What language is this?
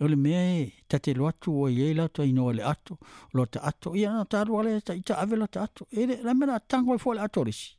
Samoan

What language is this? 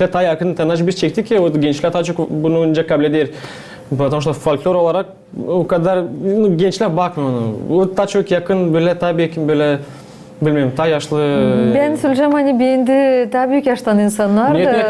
Gagauz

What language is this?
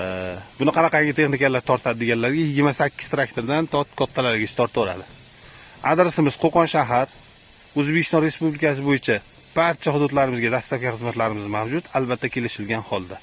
Uzbek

